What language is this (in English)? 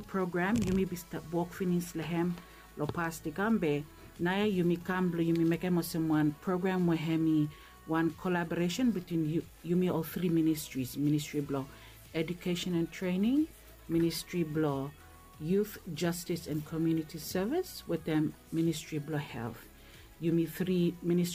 Bislama